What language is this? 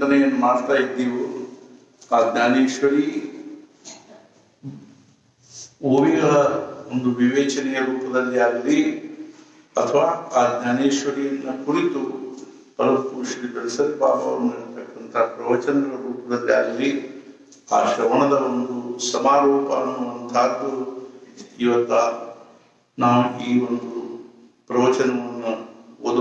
Kannada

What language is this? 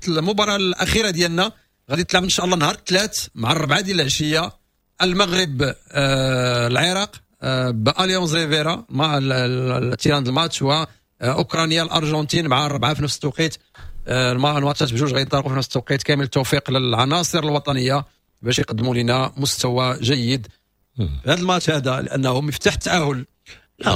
Moroccan Arabic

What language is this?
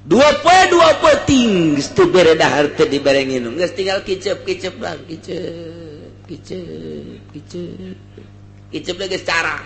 Sundanese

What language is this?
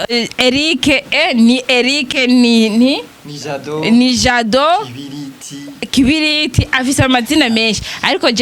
Rundi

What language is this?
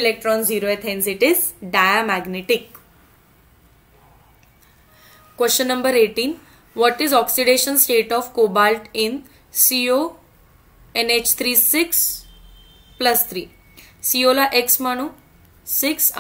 Marathi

